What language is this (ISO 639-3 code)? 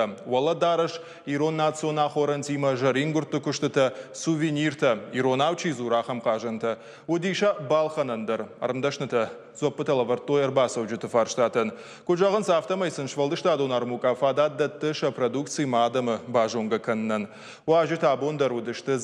oss